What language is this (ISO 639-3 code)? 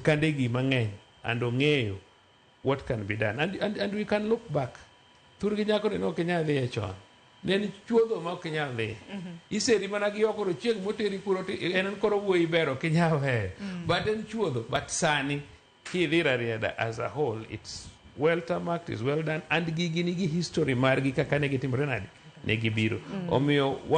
luo